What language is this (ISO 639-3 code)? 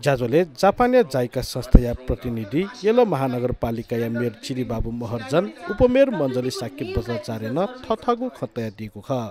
new